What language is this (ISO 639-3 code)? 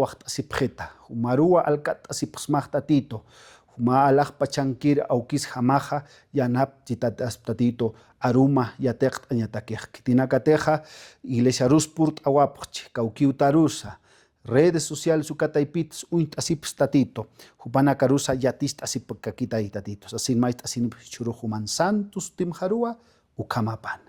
aym